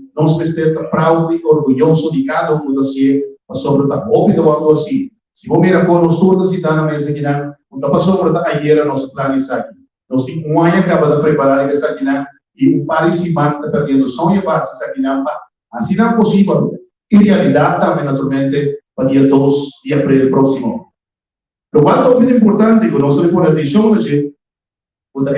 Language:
Papiamento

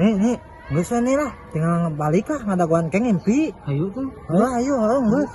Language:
Sundanese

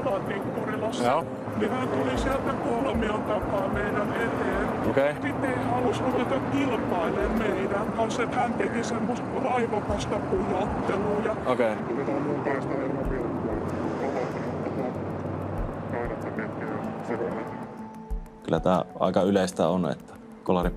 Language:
Finnish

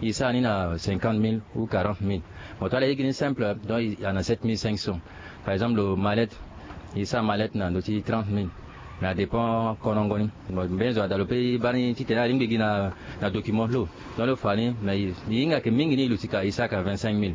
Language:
Sango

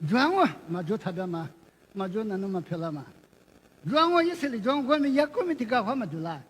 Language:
Lisu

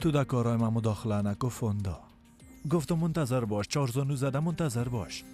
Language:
Persian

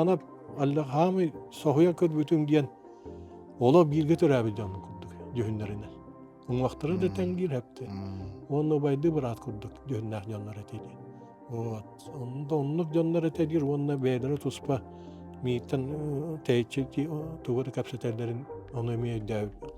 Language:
Yakut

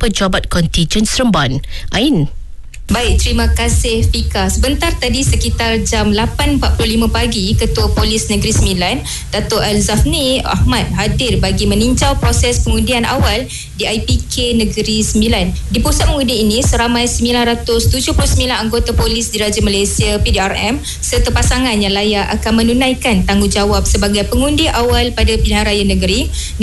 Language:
Malay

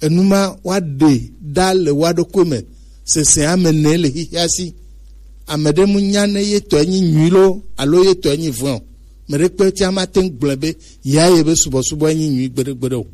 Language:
Gen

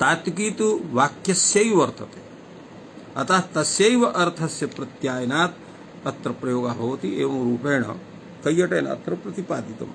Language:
Sanskrit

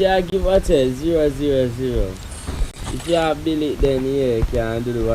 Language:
Jamaican Creole English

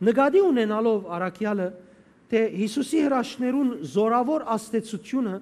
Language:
Western Armenian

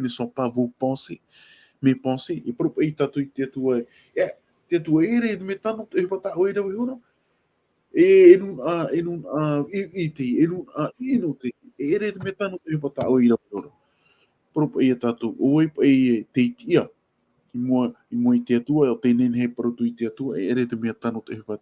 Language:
Tahitian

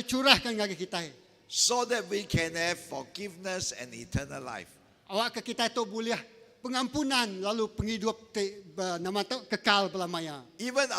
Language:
Iban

